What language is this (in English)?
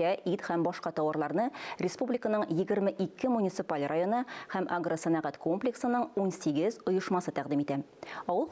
Tatar